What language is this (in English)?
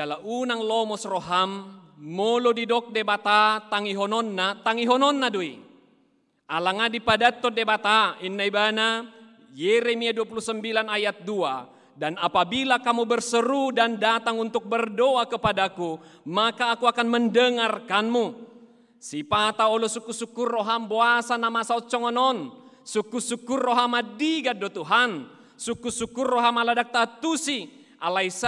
Batak Toba